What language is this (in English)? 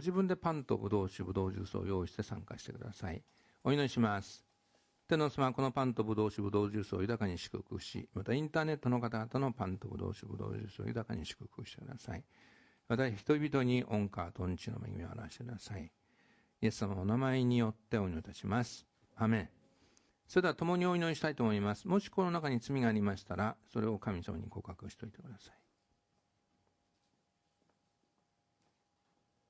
Japanese